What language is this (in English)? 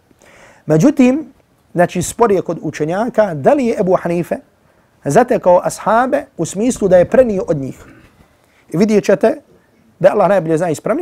Bosnian